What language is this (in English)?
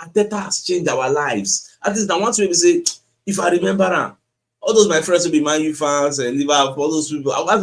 Nigerian Pidgin